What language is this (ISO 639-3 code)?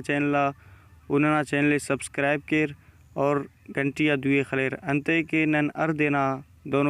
brh